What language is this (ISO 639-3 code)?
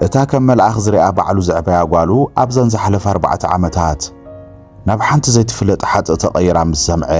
tir